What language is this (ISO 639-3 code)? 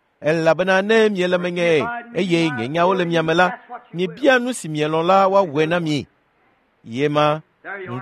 ewe